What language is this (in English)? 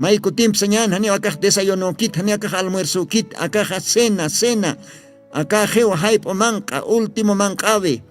Aymara